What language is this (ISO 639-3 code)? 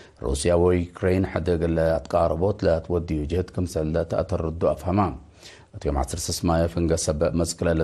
tig